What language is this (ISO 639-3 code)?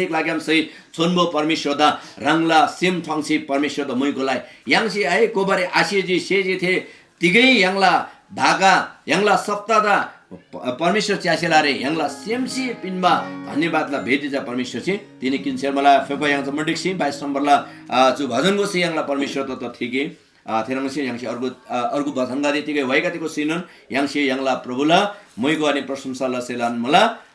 taj